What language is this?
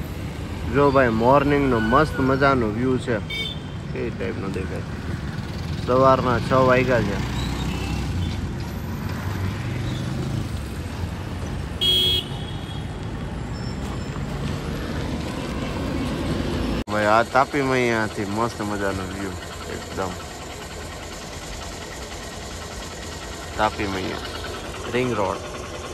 Gujarati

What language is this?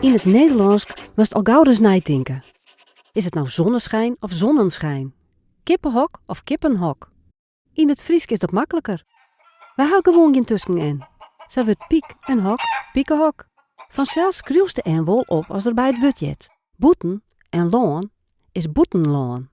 Western Frisian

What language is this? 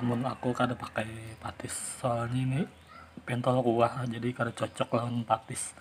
Banjar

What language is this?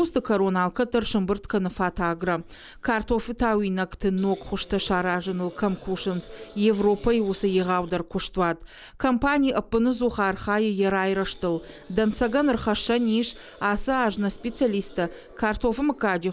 Ossetic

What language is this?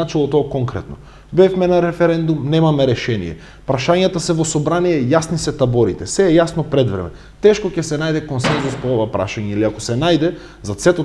Macedonian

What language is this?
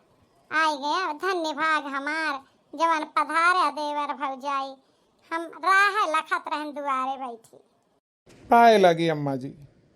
Awadhi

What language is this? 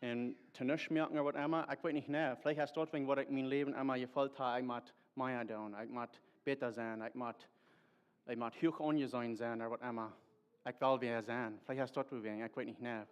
Plautdietsch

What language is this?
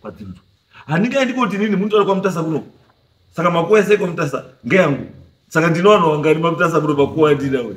Shona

